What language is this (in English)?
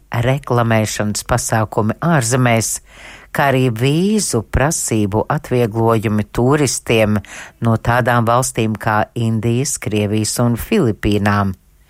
Latvian